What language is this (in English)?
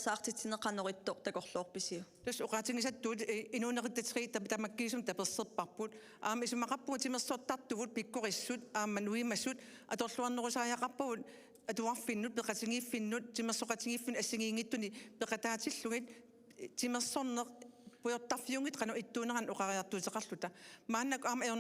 Kalaallisut